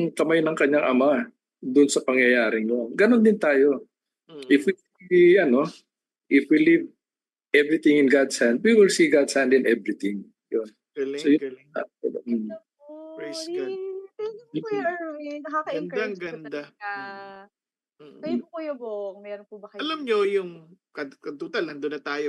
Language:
Filipino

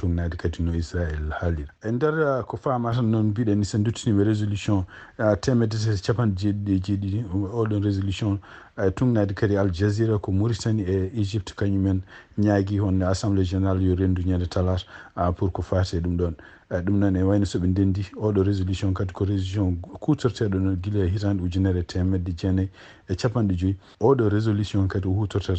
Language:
Fula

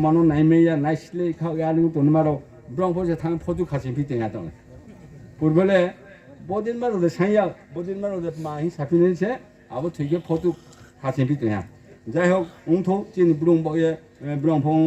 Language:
Riang (India)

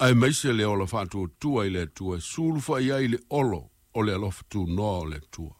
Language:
Samoan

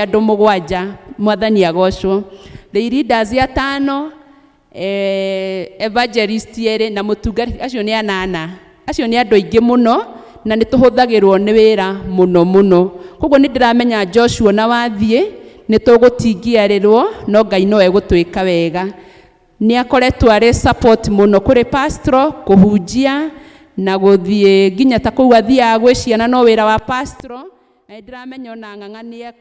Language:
Kikuyu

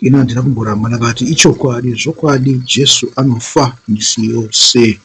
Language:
Shona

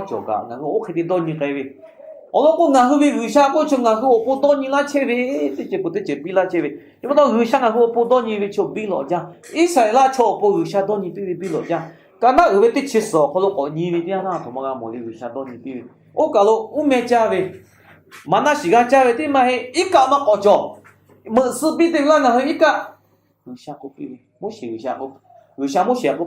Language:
Lahu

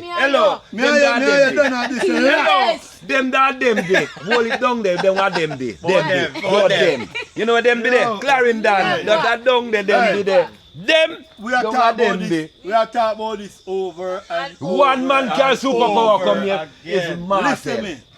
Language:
Jamaican Creole English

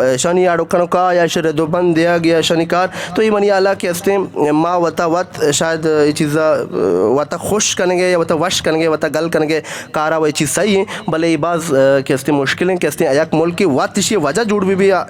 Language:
Eastern Balochi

